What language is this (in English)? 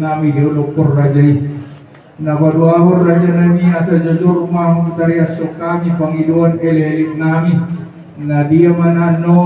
Batak Toba